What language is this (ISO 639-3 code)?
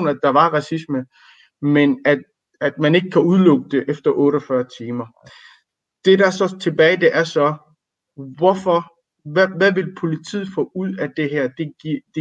dan